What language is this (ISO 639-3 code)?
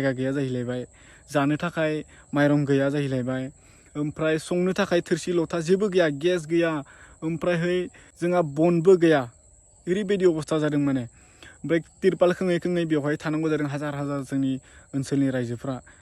brx